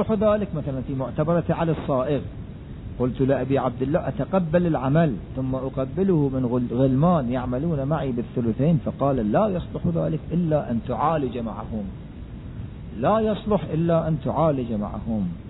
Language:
Arabic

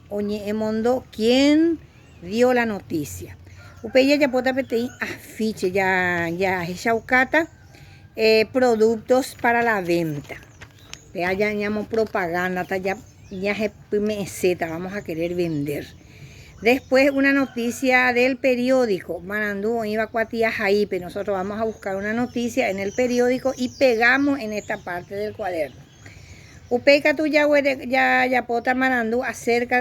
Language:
Guarani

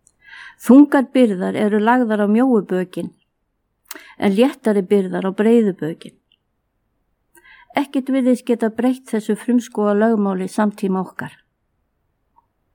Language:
Icelandic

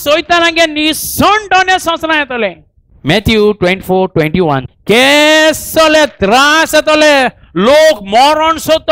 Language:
Konkani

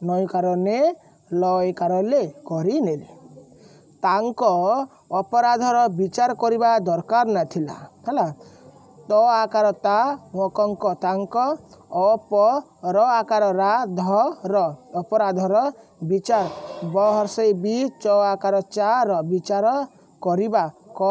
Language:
Odia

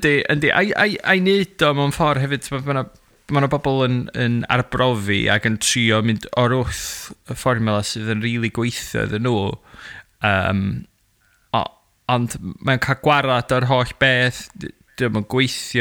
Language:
Welsh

